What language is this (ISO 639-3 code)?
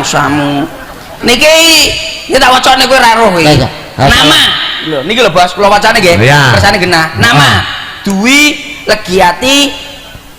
jav